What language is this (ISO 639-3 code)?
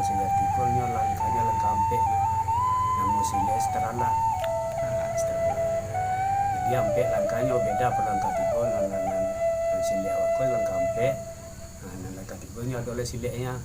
min